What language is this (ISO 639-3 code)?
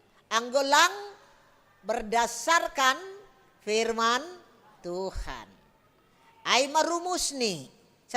bts